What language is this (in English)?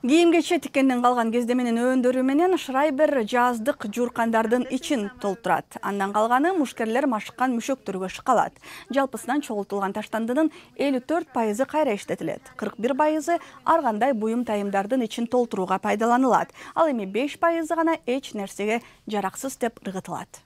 Kyrgyz